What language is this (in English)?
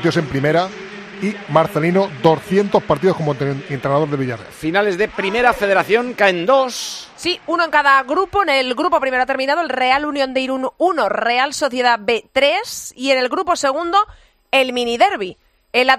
Spanish